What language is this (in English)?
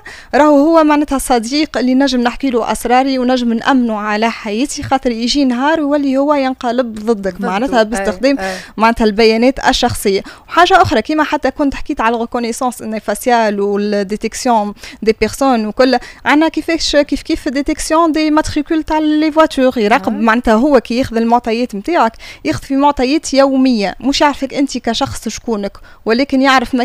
Tunisian Arabic